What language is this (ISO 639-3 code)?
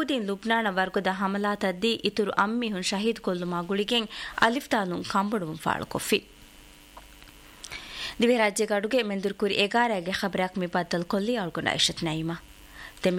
div